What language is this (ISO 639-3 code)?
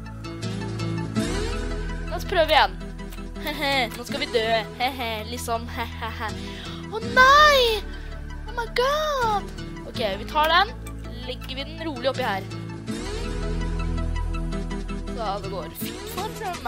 nor